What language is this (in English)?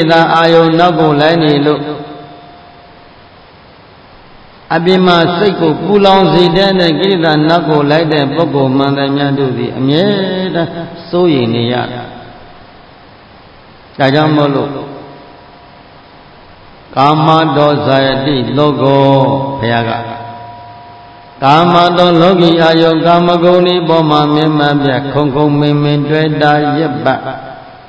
Burmese